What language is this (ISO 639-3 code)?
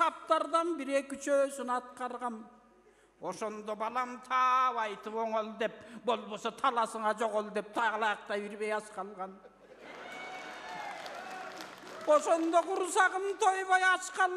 kir